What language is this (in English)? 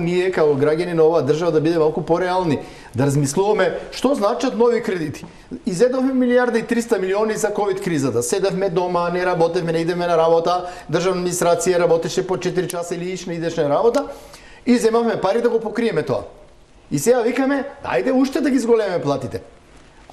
Macedonian